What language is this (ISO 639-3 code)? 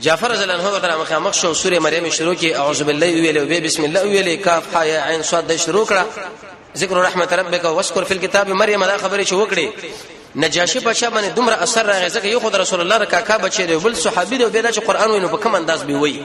pus